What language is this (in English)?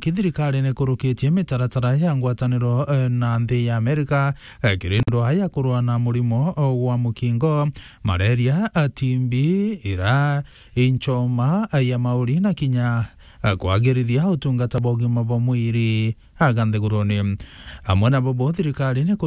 Meru